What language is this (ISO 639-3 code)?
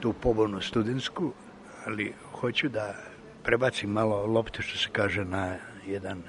srp